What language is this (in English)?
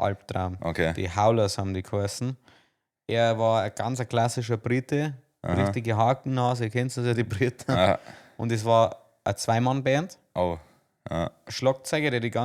Bavarian